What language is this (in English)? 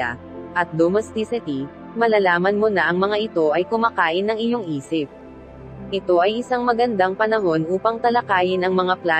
Filipino